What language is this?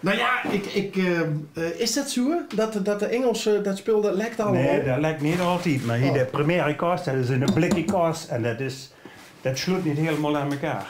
Limburgish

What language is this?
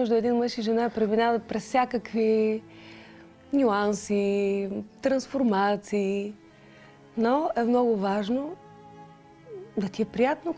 Bulgarian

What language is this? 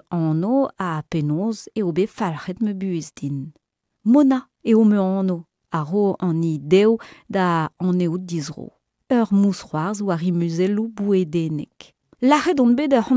Breton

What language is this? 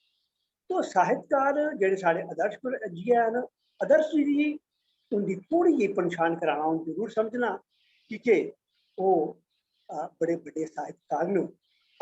Dogri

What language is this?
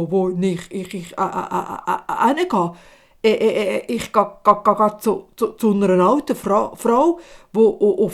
Swiss German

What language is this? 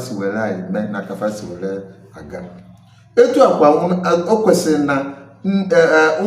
Igbo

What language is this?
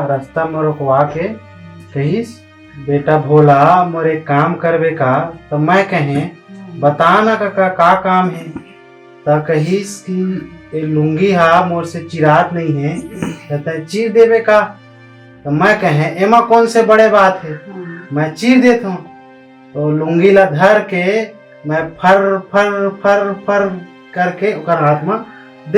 Chhattisgarhi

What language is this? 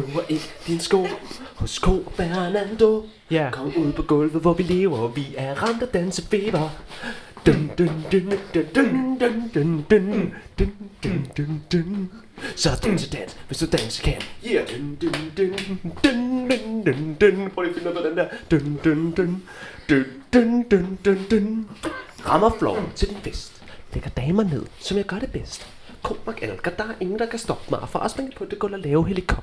Danish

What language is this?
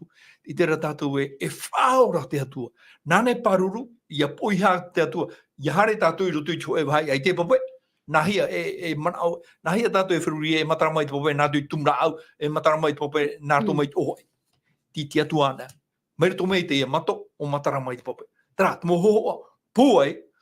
Tahitian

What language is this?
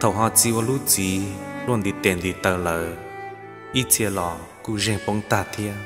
Hmong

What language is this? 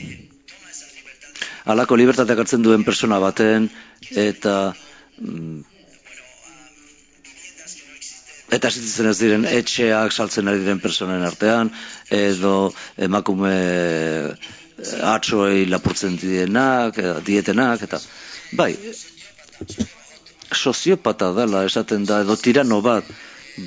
Basque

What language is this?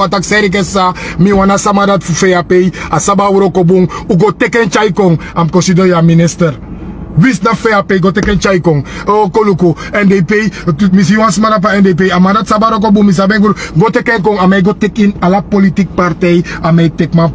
Sranan Tongo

